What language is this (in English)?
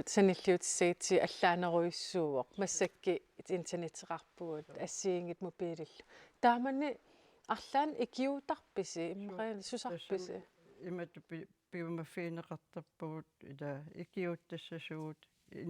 Kalaallisut